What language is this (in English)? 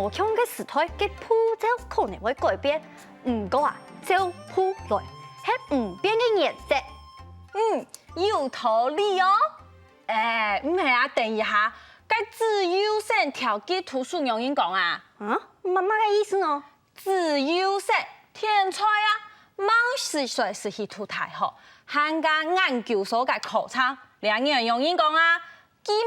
Hakka Chinese